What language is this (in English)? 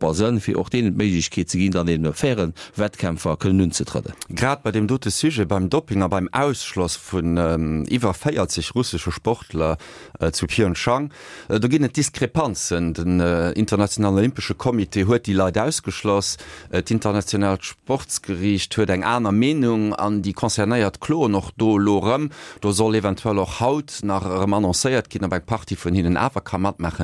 Luxembourgish